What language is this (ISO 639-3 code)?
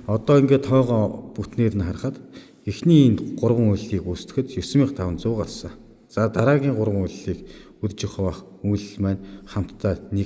mon